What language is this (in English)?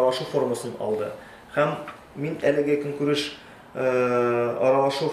Tatar